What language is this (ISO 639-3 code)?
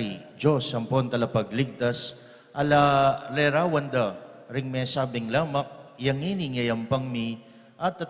pam